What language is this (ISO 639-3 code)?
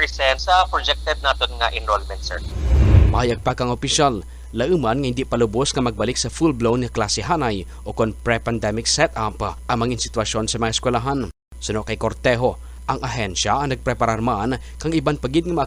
krj